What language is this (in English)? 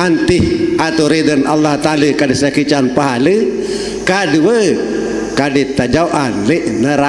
Sasak